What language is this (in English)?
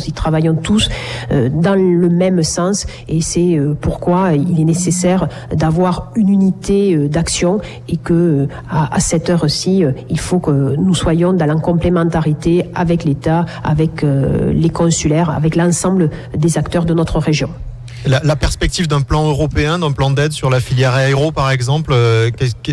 French